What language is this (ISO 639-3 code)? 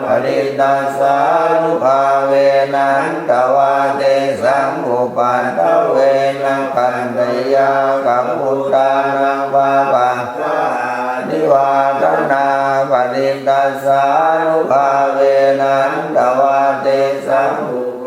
pli